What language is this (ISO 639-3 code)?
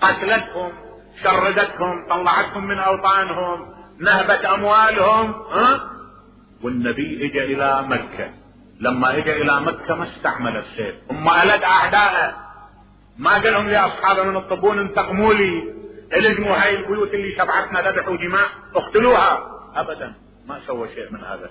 acm